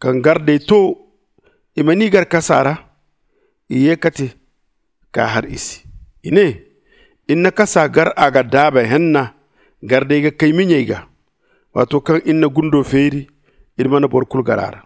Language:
Zarma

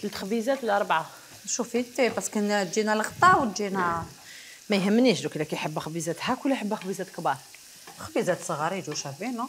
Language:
Algerian Arabic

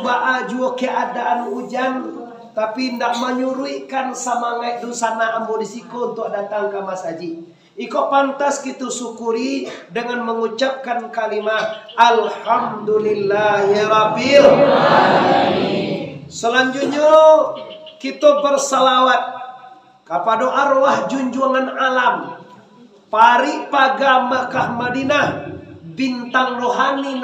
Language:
Minangkabau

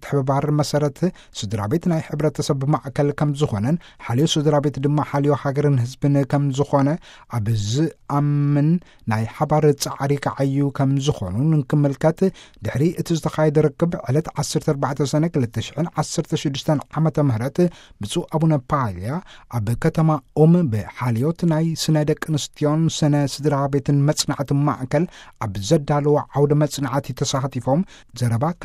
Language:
Tigrinya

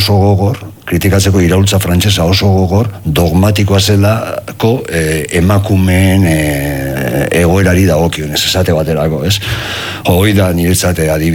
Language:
Basque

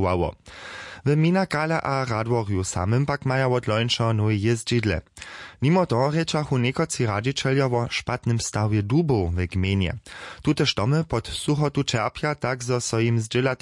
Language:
Upper Sorbian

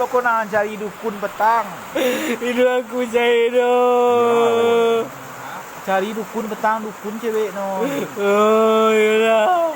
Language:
Minangkabau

